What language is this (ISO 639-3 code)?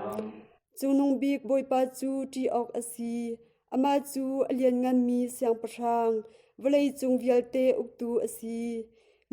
cnh